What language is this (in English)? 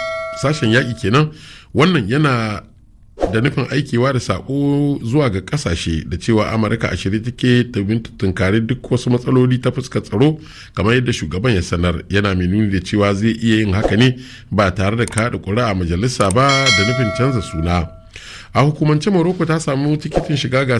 Hausa